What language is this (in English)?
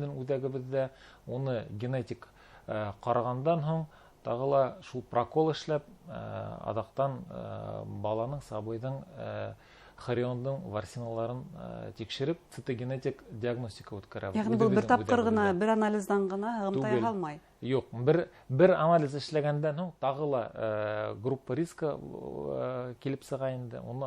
Bashkir